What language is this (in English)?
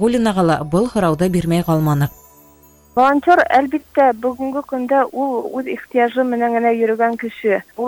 Bashkir